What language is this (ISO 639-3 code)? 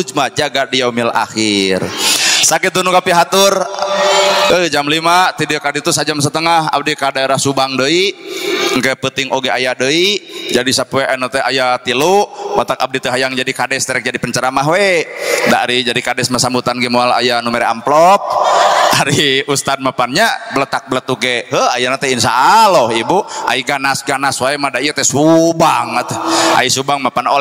sun